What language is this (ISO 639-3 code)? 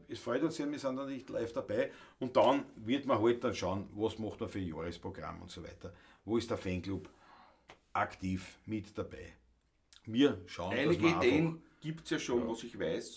bar